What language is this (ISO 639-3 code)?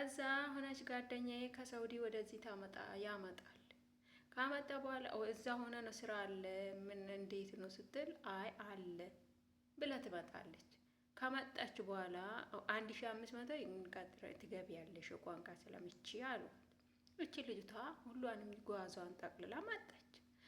amh